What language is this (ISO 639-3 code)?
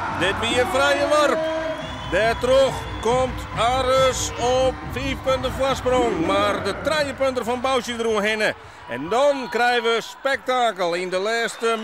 fry